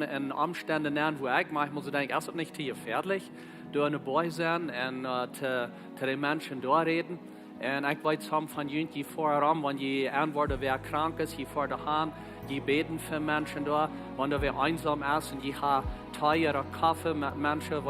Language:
Plautdietsch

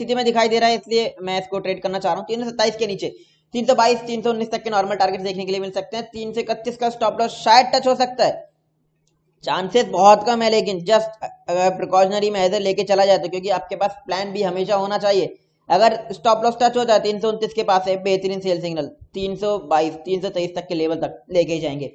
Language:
Hindi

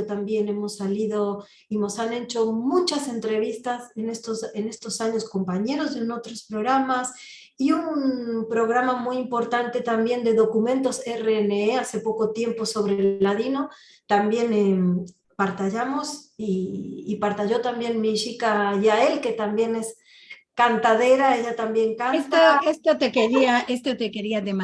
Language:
Ladino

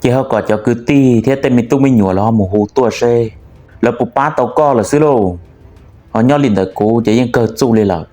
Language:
Hmong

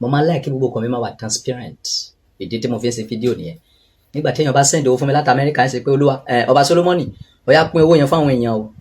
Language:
Yoruba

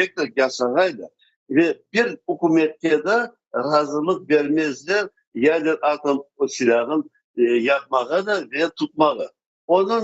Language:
Crimean Tatar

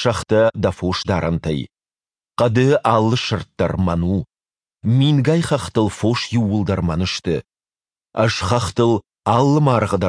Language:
Ossetic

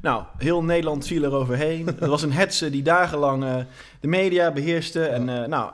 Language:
Dutch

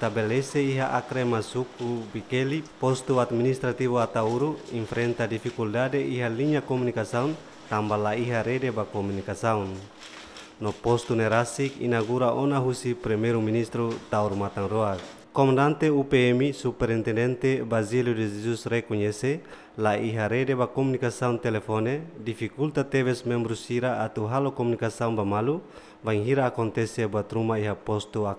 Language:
Tetum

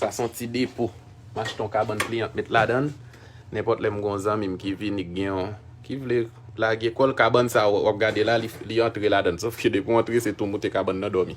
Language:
Haitian Creole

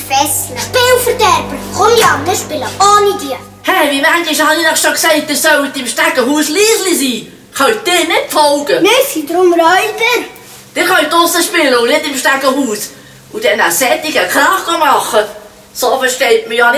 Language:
Swiss German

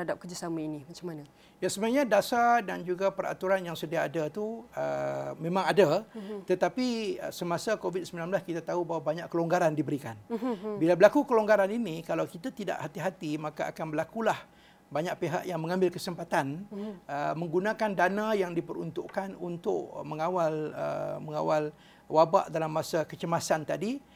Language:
Malay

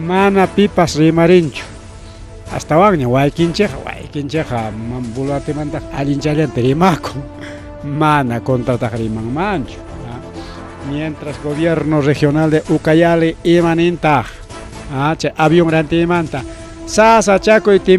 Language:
Ayacucho Quechua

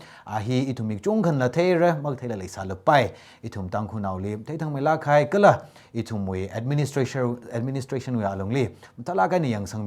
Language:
Tangkhul Naga (India)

